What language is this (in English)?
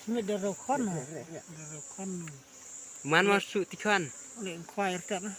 Khasi